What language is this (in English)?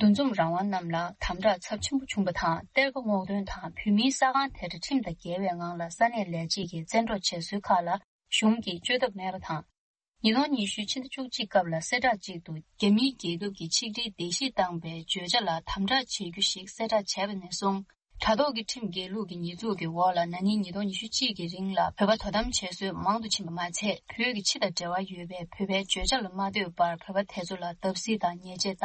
Tibetan